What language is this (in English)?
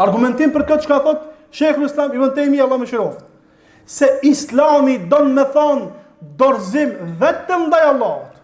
Albanian